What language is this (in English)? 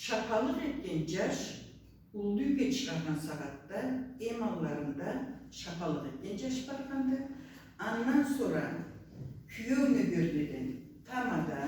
Karachay-Balkar